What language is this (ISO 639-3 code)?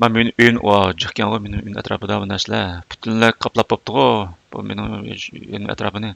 uig